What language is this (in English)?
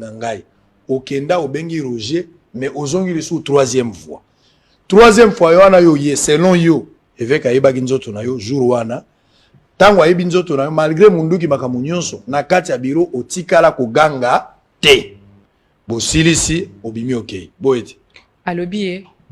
Lingala